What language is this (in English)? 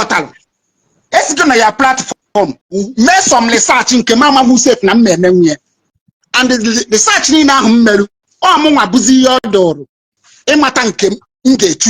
Igbo